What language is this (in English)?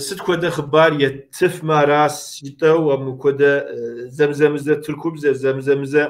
Kabardian